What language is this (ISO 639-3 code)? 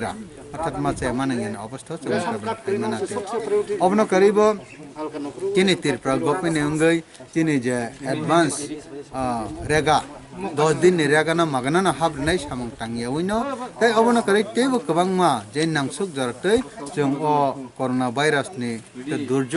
trp